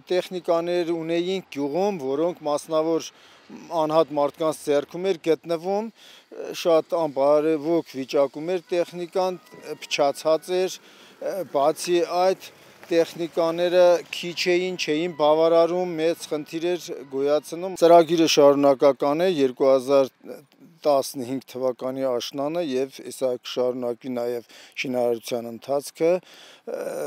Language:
Armenian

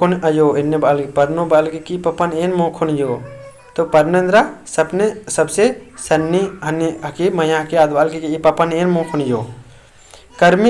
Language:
Kurukh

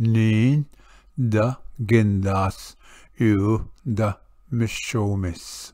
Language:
Ojibwa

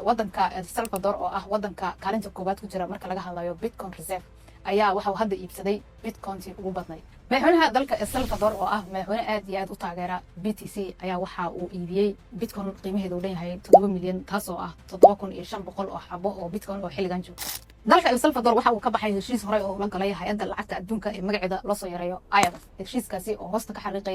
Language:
Somali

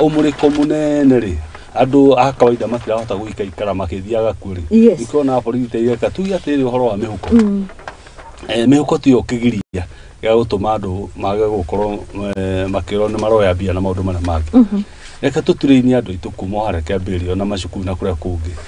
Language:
Kikuyu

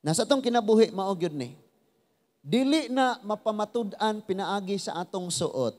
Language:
Cebuano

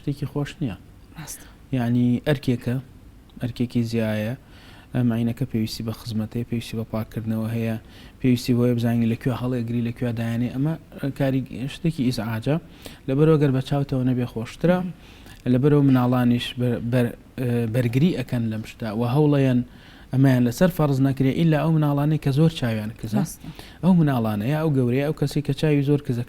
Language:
Central Kurdish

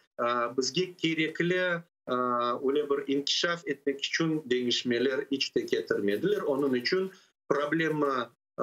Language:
Crimean Tatar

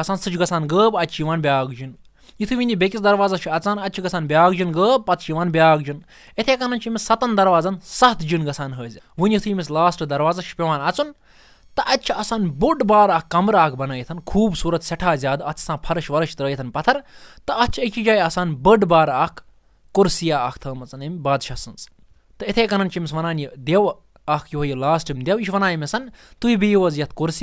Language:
Kashmiri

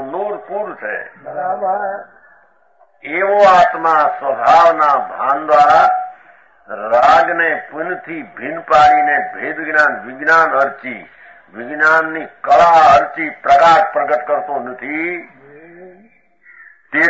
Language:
Gujarati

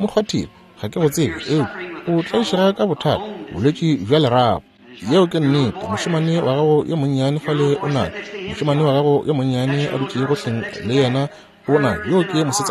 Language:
Northern Sotho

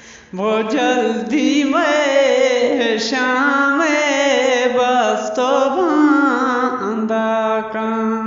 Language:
Eastern Balochi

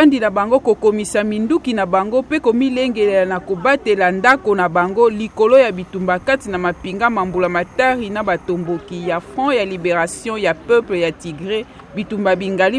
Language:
Lingala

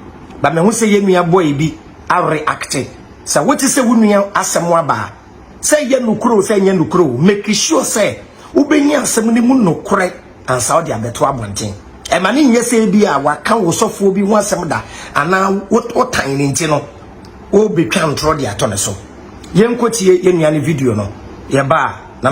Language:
Akan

